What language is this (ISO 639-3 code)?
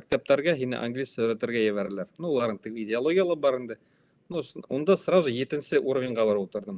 bak